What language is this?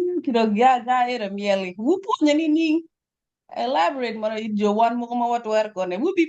Acoli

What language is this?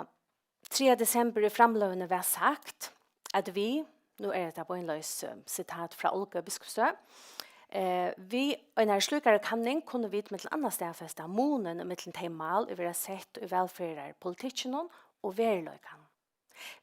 Faroese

